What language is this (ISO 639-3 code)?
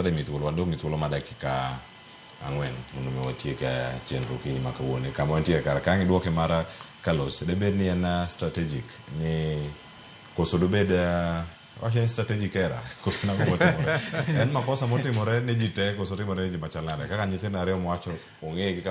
luo